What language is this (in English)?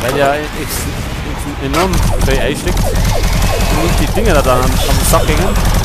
Bavarian